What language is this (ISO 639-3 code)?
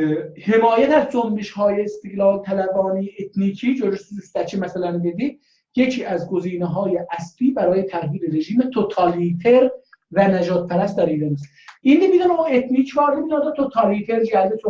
azb